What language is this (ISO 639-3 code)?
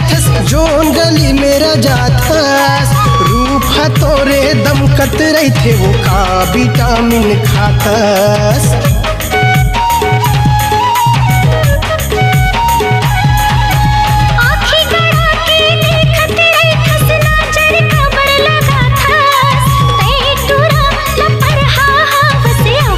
hne